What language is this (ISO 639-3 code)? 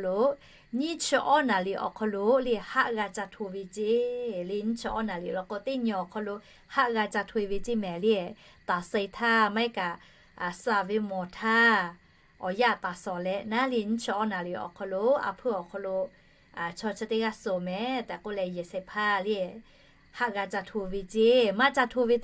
lhu